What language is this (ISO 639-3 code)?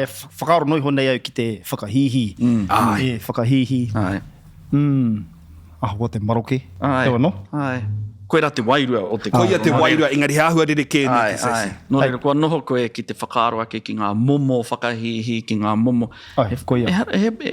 mri